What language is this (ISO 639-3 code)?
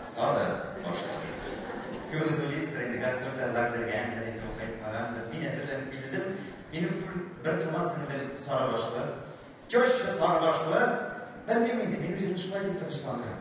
tat